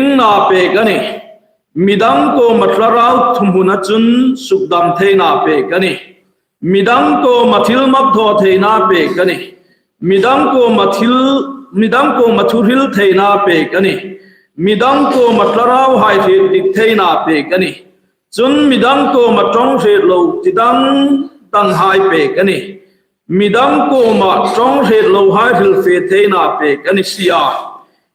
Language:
Hmar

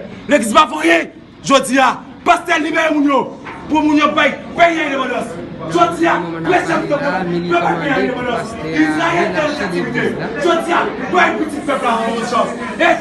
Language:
Haitian Creole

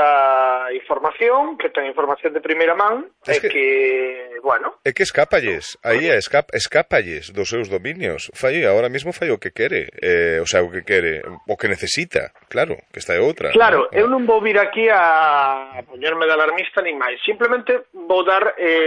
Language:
Galician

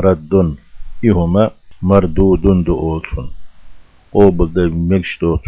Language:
Chechen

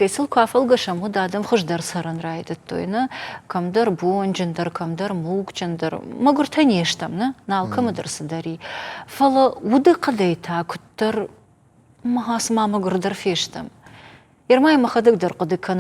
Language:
Ossetic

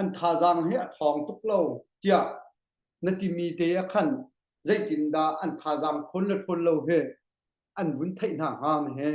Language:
Hakha Chin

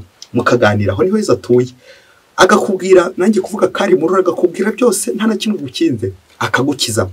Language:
Kinyarwanda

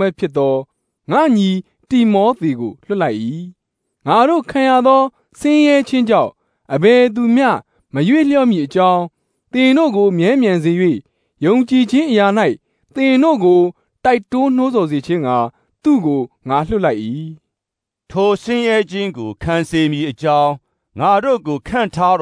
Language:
Burmese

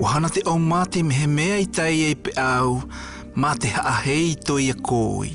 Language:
South Marquesan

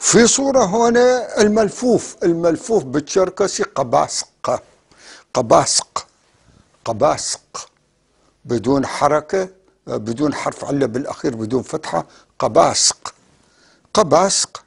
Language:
North Levantine Arabic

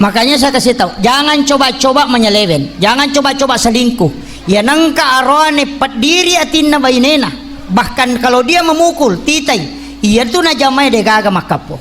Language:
Buginese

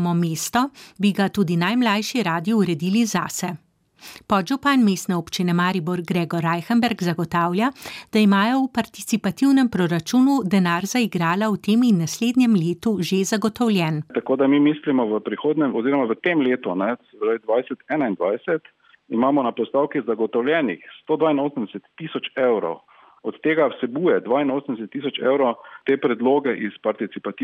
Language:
Slovenian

